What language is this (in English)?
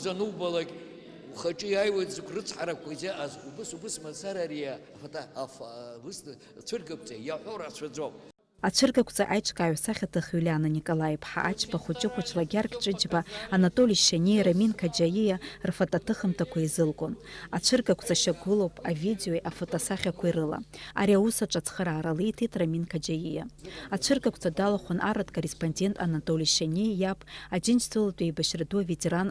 Abkhazian